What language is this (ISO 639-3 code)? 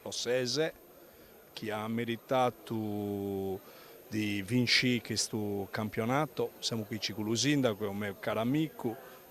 srd